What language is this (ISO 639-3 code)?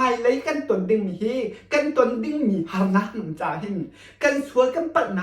cnh